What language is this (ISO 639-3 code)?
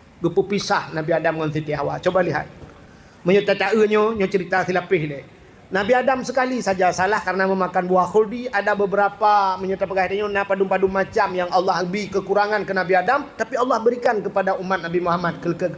ace